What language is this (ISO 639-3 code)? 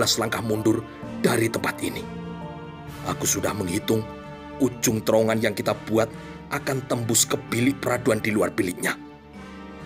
ind